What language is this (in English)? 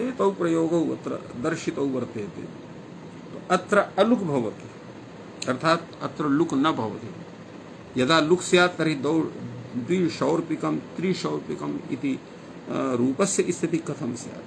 Sanskrit